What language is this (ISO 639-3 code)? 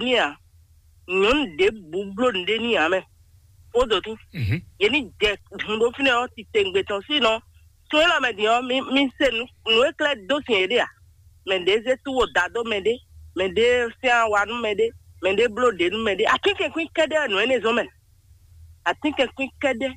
fon